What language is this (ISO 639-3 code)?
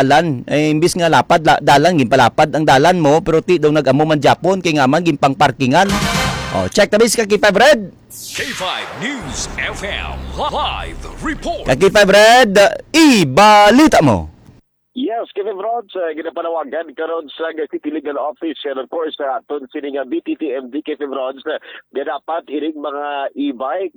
hil